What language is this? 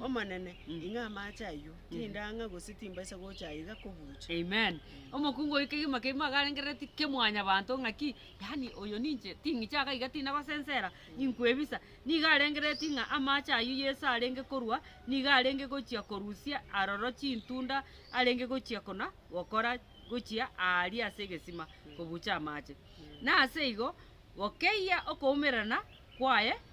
Gusii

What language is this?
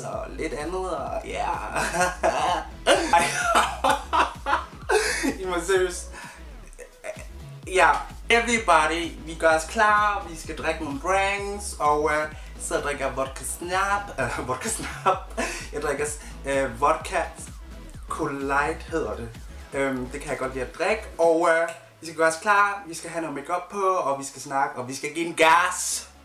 Danish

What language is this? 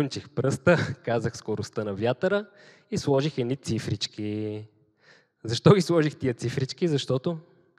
Bulgarian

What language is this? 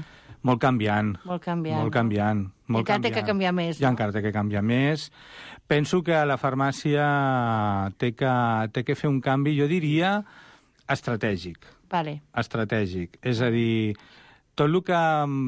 Catalan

